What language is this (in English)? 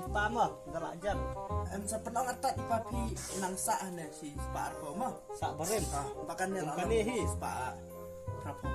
Khasi